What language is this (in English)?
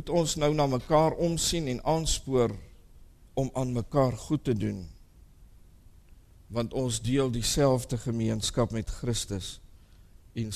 Afrikaans